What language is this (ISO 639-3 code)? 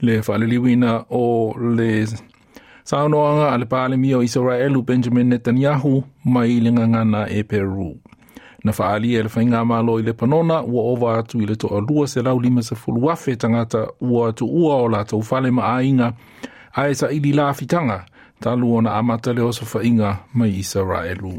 smo